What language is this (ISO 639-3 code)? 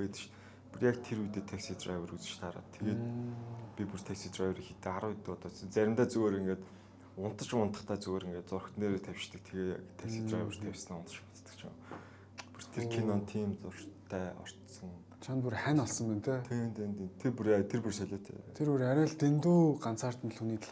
mon